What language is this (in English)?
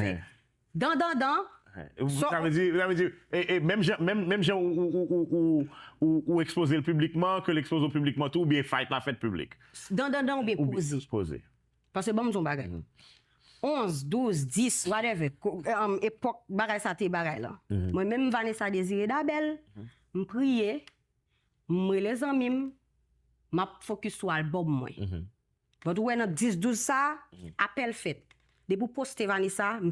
Haitian Creole